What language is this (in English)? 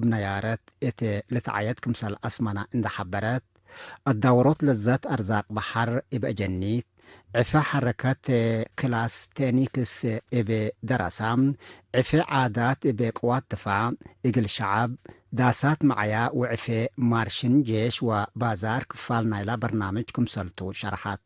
Tigre